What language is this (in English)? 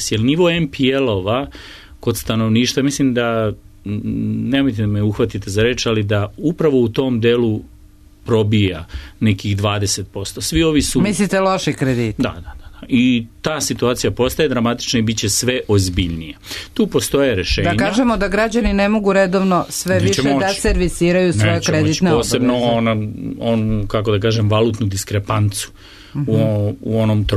Serbian